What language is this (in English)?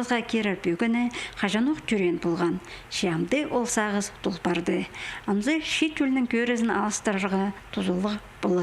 Khakas